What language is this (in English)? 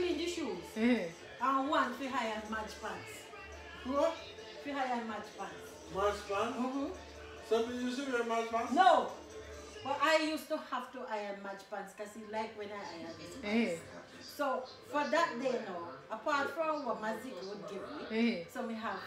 Jamaican Creole English